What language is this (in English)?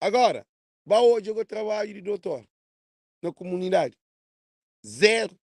Kabuverdianu